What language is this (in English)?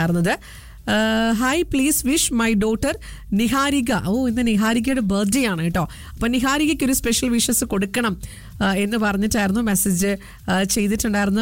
Malayalam